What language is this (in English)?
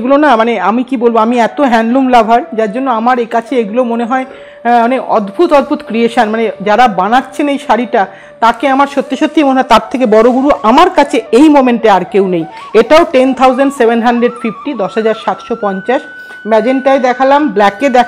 Bangla